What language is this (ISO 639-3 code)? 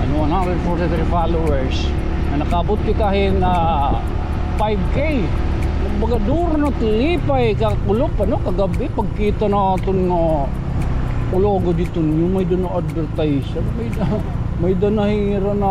war